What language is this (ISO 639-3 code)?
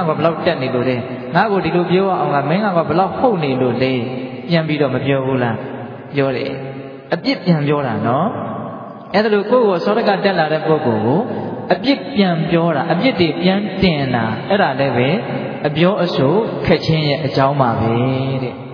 mya